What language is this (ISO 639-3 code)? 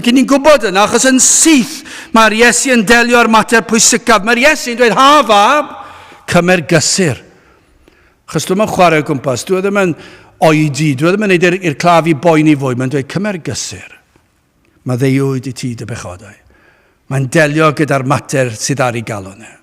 cym